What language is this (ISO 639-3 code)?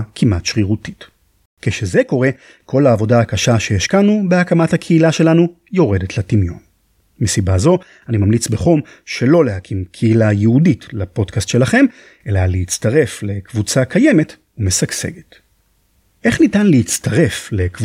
heb